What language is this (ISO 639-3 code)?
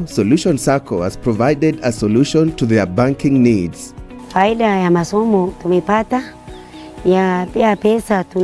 mer